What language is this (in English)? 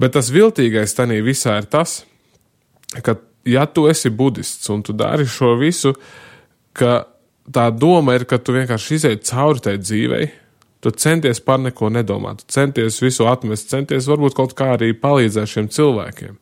Latvian